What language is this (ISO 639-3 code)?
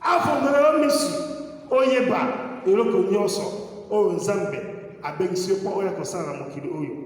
lin